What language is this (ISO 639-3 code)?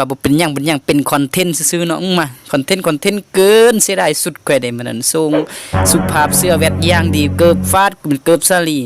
lao